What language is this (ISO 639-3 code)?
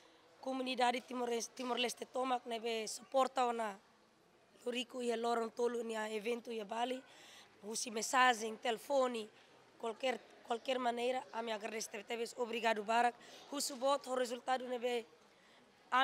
tet